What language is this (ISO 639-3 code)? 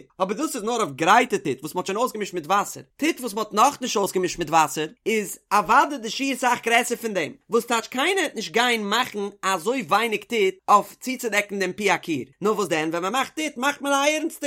yid